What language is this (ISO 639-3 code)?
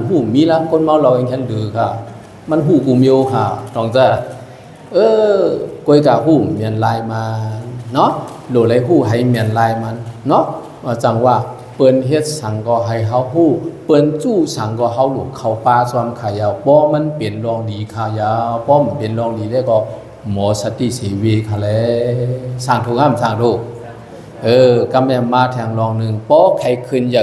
shn